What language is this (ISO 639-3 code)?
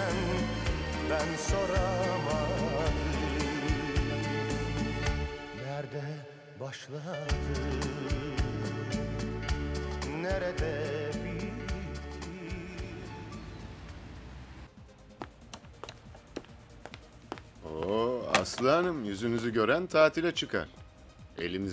tur